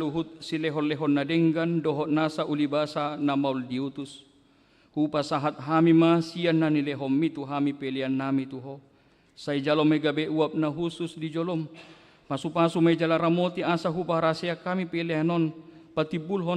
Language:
Batak Toba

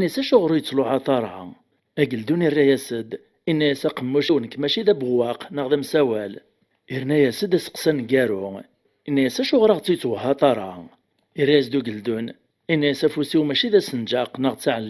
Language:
Kabyle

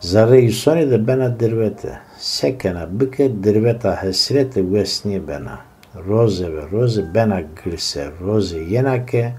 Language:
Zaza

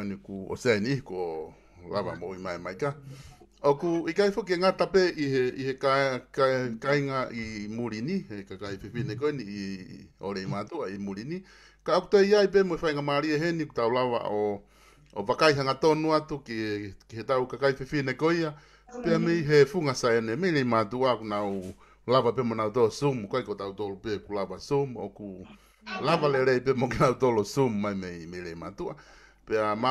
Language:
Tongan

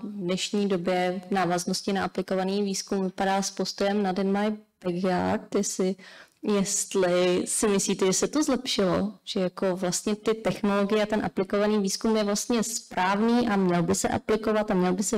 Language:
Czech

